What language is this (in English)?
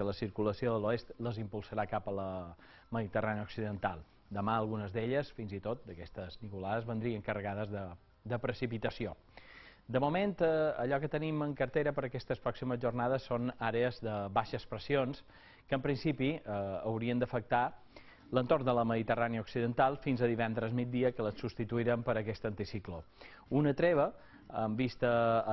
Catalan